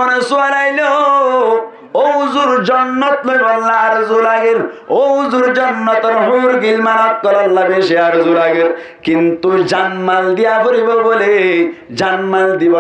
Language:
Rohingya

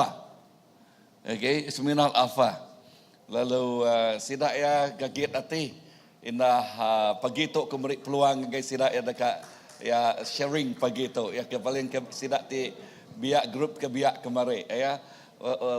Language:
Iban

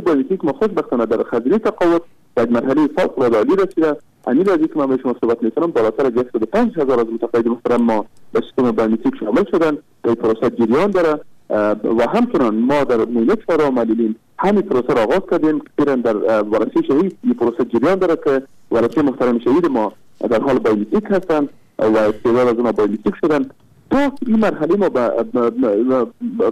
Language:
Persian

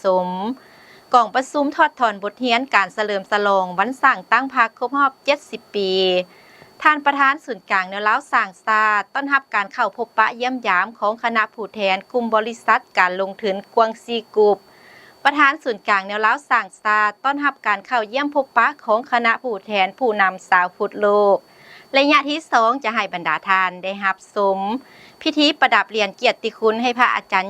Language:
Lao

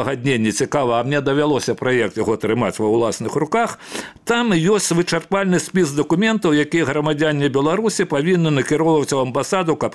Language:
Belarusian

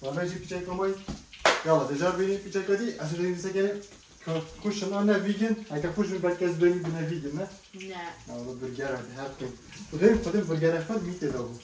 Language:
Kurdish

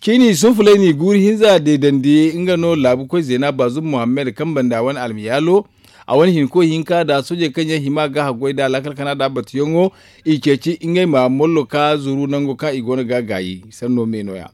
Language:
Zarma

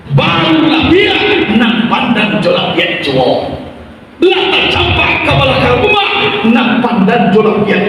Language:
Minangkabau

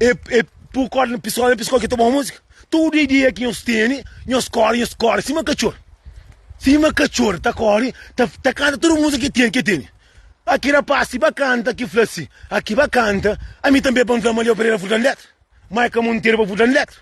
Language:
Kabuverdianu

